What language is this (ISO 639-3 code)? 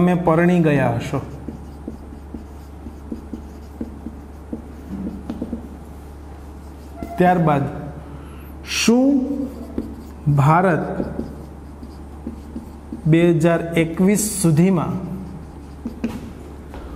guj